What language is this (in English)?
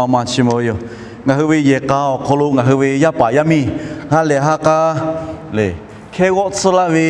Lahu